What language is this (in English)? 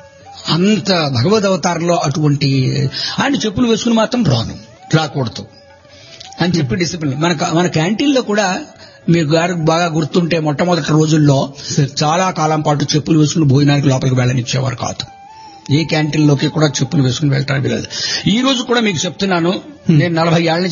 Telugu